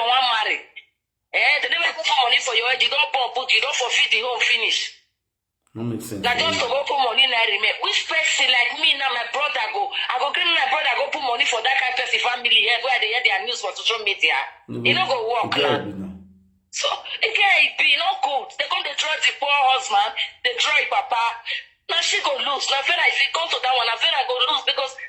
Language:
Nigerian Pidgin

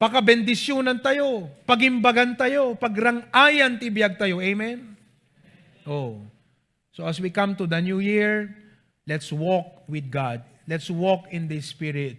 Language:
Iloko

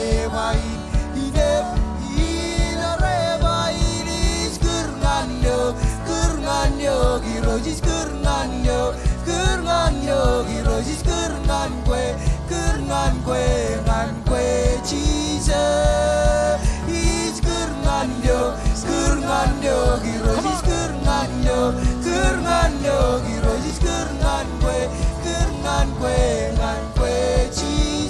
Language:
Marshallese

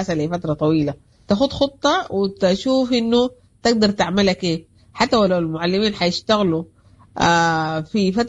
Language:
Sudanese Arabic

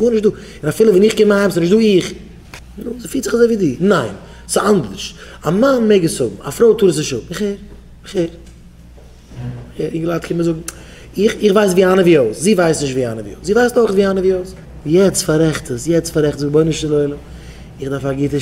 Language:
Yiddish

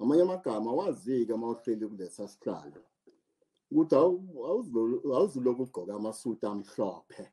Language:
Zulu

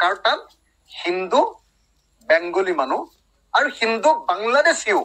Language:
Assamese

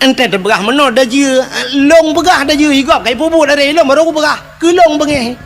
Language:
Achinese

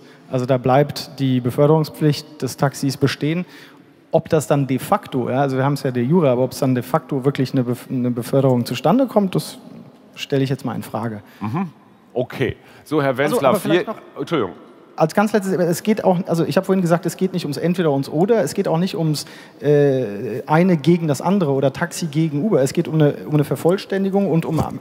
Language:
German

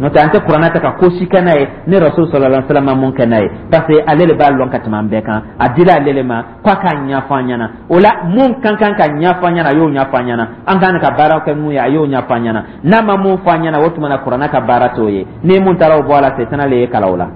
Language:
Dyula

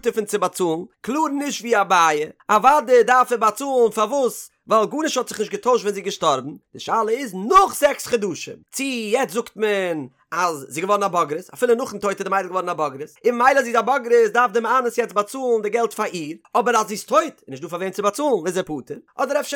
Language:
Yiddish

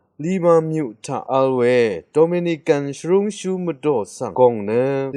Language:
Rawang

